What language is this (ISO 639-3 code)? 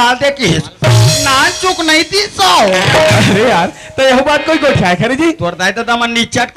hne